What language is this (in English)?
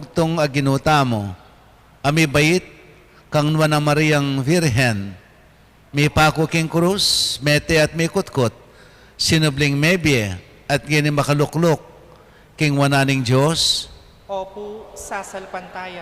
Pampanga